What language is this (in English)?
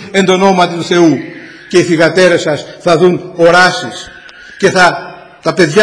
Greek